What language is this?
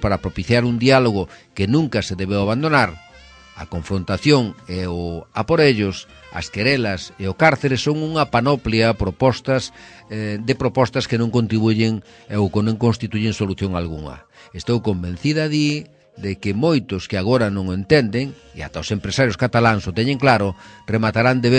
Galician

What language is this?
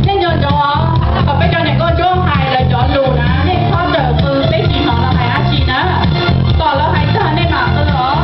Hmong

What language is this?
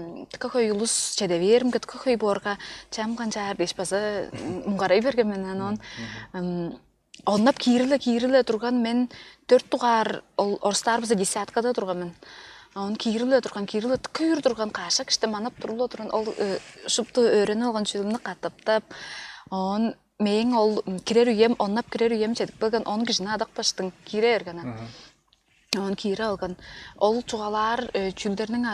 Tuvinian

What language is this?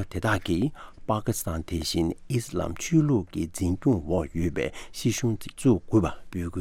Tibetan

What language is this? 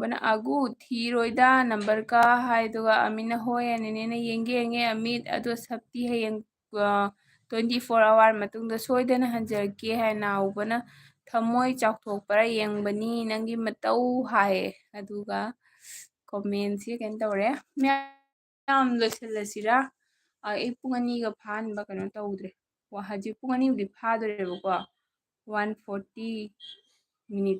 Manipuri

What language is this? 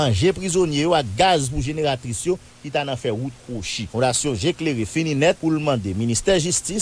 Haitian Creole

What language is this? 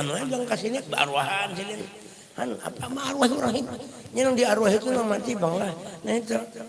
Banjar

